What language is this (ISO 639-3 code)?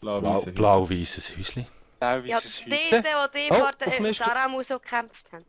gsw